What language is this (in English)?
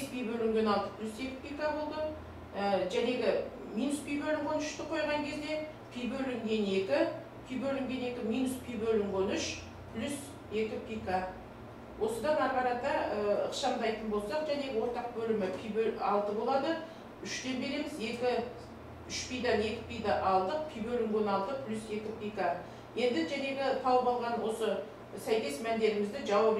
Kazakh